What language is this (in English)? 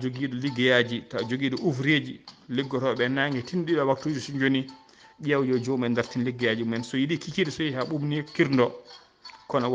Fula